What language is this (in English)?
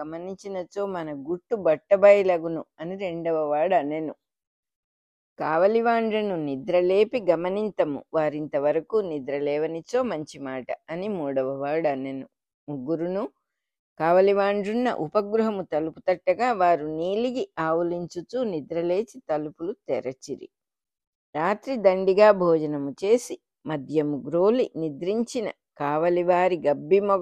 Telugu